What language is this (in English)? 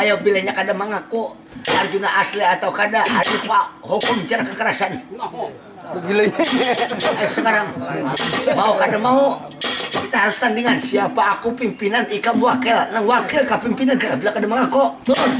Banjar